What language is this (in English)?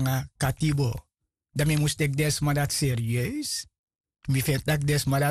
Sranan Tongo